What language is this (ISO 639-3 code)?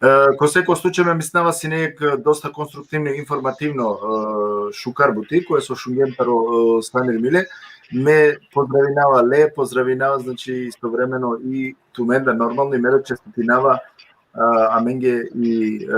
rmn